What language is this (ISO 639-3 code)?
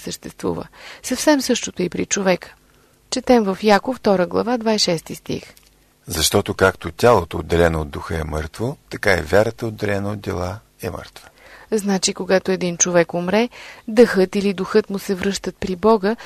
bul